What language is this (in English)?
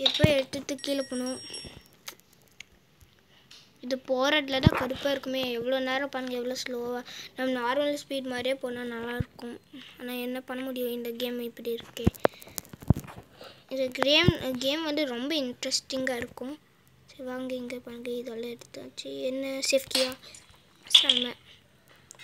Tamil